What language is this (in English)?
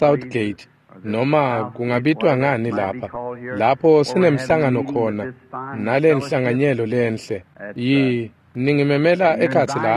Swati